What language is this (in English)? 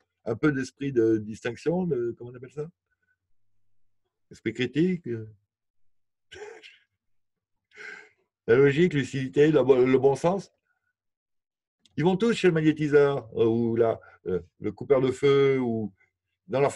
French